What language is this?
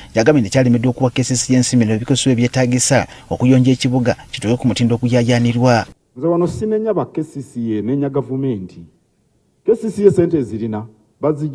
Ganda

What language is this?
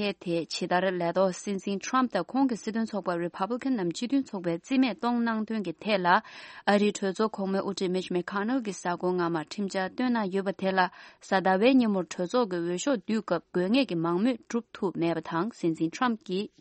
Tibetan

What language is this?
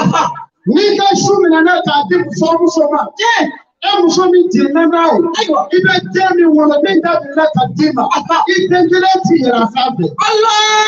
Bambara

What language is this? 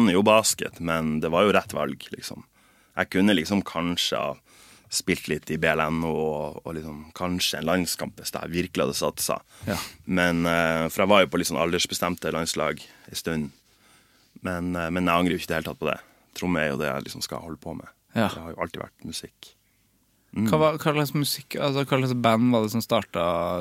Norwegian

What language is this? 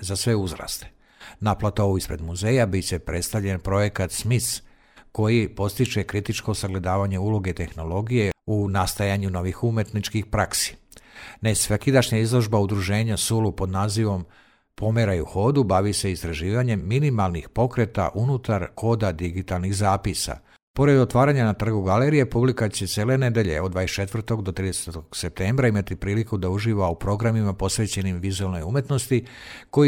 Croatian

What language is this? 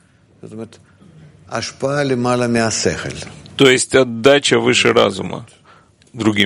Russian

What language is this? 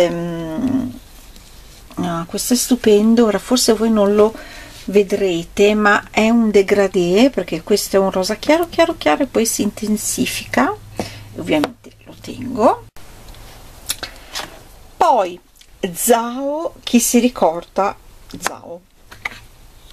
Italian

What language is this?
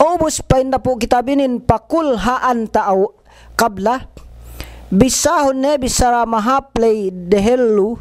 Yakan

